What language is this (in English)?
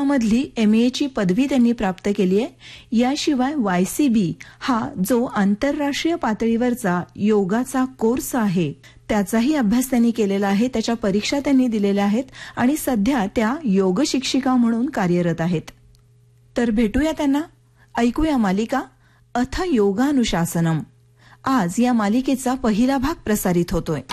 Marathi